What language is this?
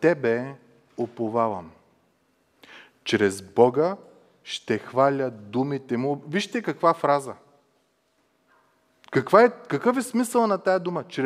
Bulgarian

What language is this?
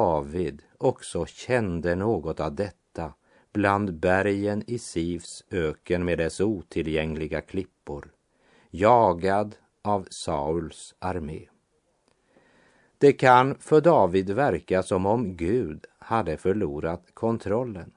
Swedish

